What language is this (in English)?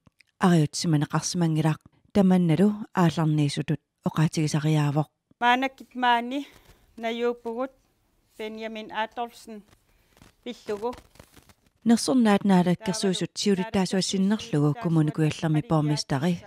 Kalaallisut